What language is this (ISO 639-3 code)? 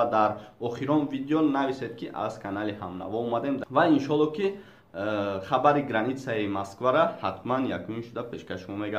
tgk